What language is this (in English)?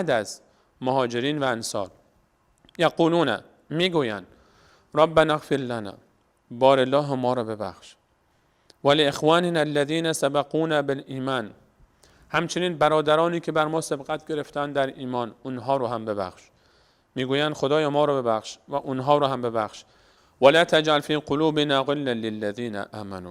Persian